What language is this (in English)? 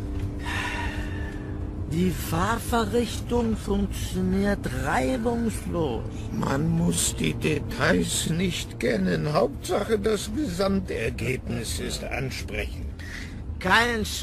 German